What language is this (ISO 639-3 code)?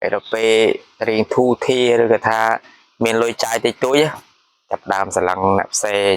khm